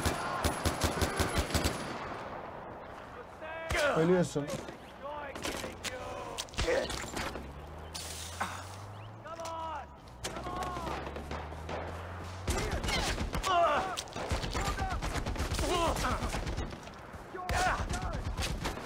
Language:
Turkish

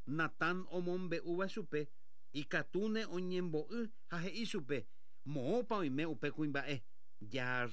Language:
Guarani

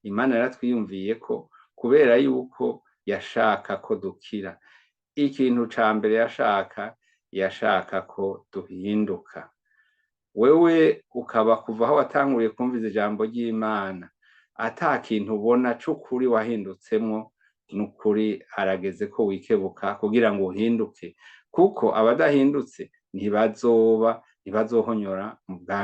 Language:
Rundi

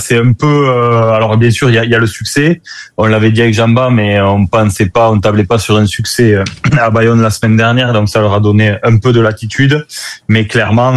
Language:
French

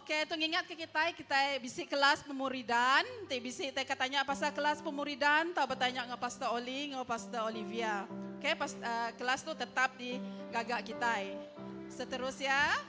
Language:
Iban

